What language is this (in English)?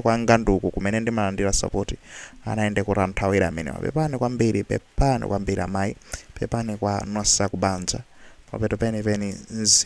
Nyanja